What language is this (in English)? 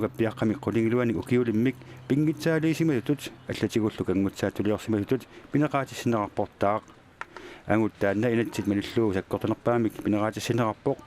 Kalaallisut